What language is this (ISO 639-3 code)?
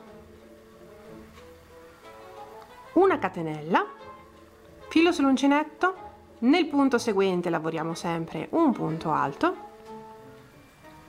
ita